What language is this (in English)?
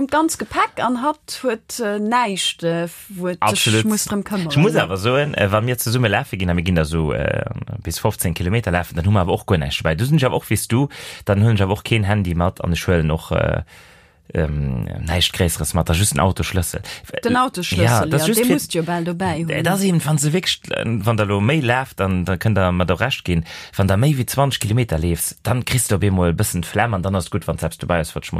Luxembourgish